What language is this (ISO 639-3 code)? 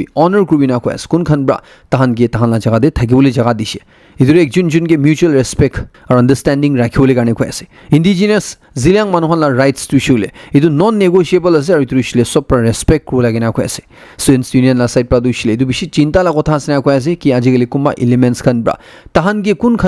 nag